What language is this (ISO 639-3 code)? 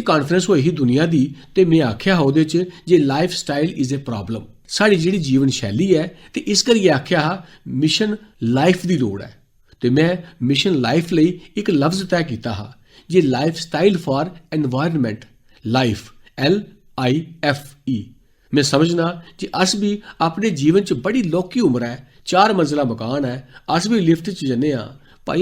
doi